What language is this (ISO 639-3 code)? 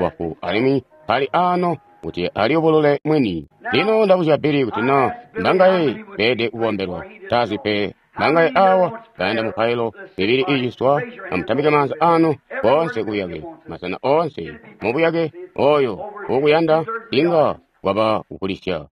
toi